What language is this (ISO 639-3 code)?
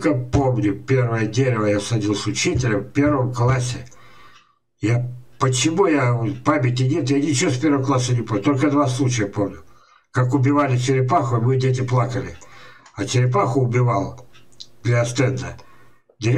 rus